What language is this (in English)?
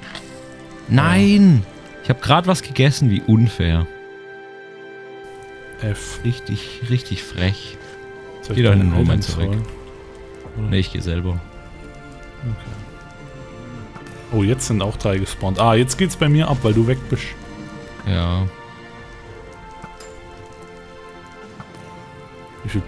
German